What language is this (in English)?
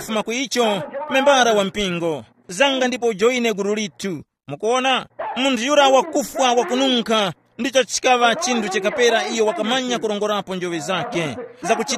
Tumbuka